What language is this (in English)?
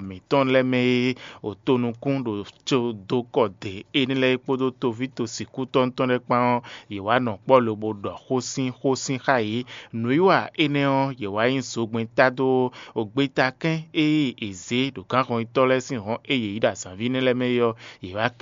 Fon